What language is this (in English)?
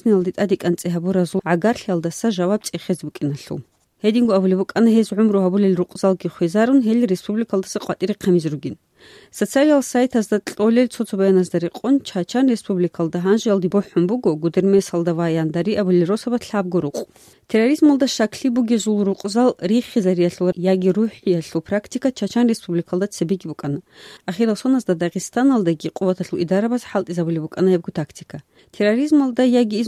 Avaric